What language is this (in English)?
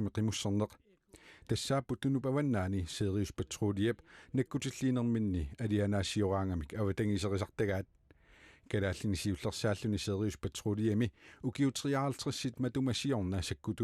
Kalaallisut